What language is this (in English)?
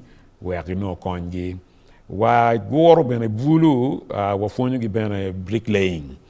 Acoli